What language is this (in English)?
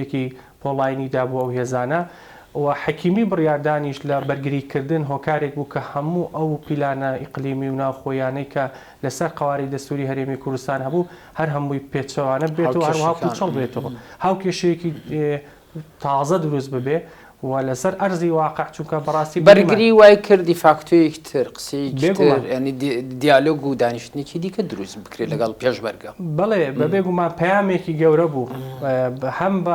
Central Kurdish